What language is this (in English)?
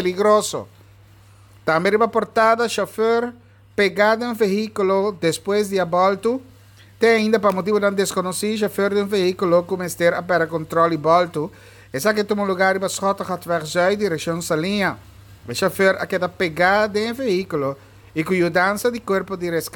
Papiamento